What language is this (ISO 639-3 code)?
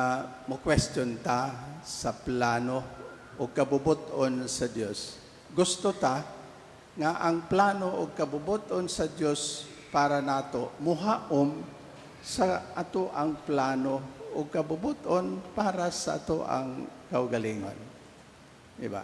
ceb